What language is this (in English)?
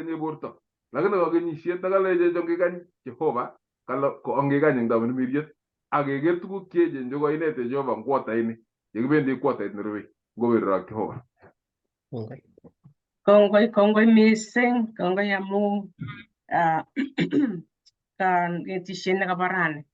Kalenjin